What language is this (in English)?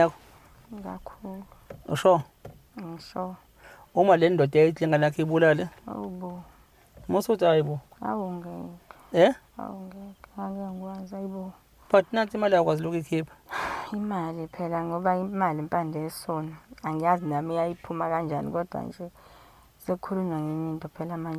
Zulu